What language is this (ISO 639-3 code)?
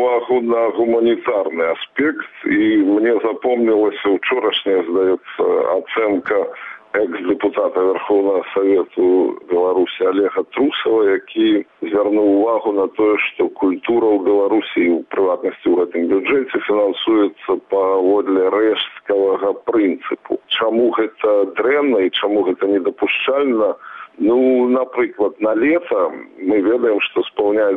bel